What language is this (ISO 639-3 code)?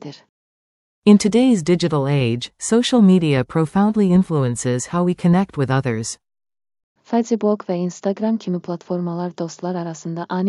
aze